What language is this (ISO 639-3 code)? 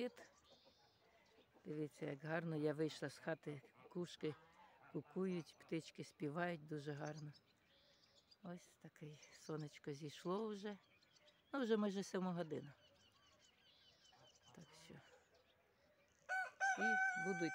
ukr